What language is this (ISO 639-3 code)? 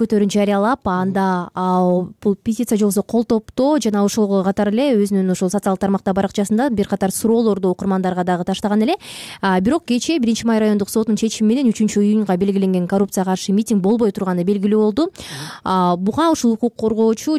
kir